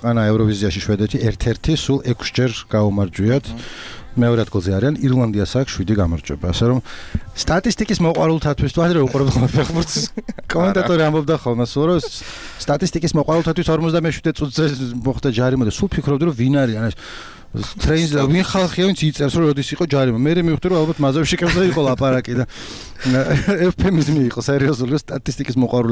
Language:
Georgian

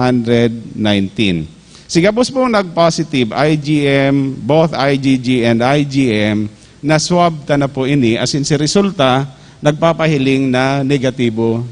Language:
Bikol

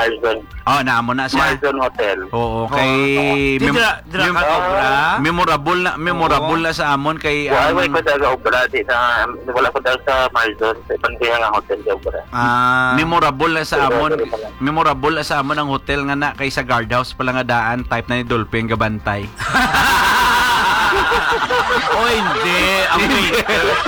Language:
Hiligaynon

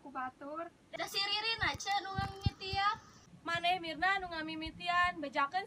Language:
Sundanese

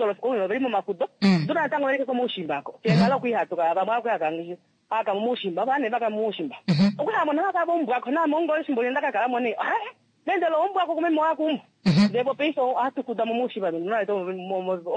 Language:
Kuanyama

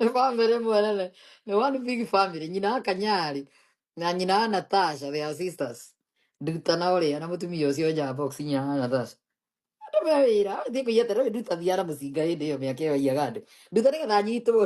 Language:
Kikuyu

